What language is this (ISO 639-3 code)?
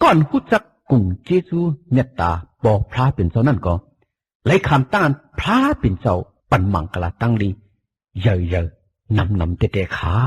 shn